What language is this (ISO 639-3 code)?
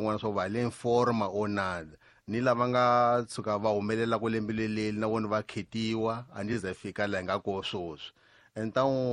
tso